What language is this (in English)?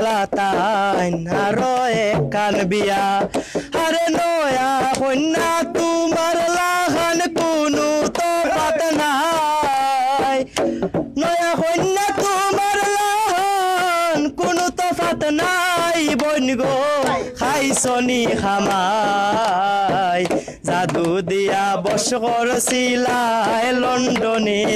Sylheti